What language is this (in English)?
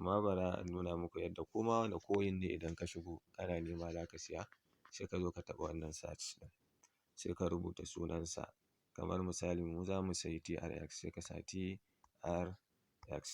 Hausa